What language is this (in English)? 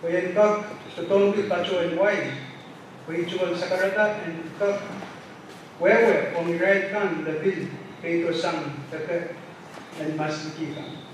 Pohnpeian